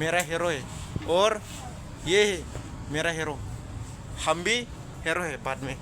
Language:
Dimasa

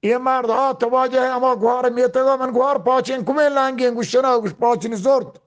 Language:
Eastern Balochi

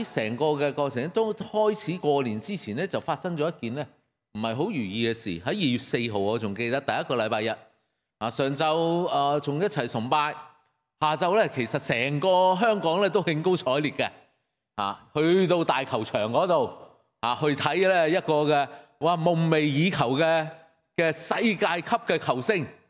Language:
Cantonese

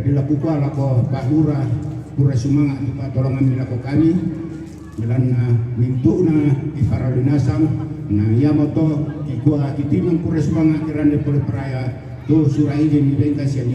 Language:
Toraja-Sa'dan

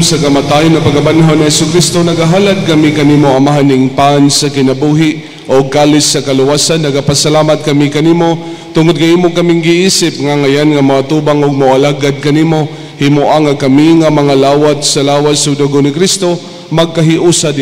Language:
Cebuano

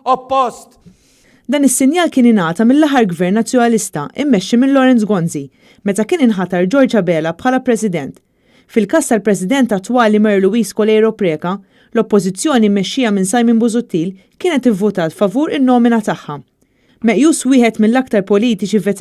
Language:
Maltese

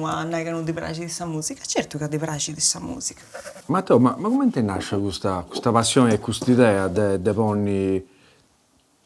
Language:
Sardinian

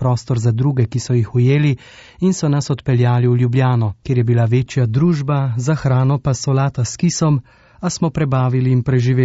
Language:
Slovenian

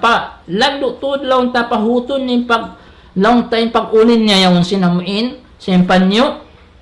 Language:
Tausug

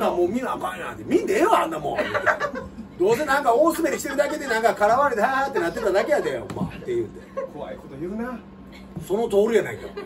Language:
Japanese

